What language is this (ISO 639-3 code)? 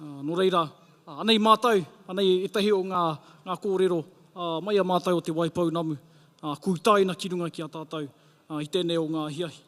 mri